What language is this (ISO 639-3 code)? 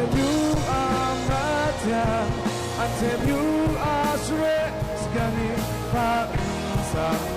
kac